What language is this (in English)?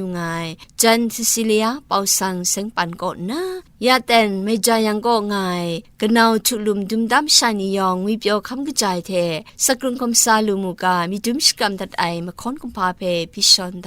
Kachin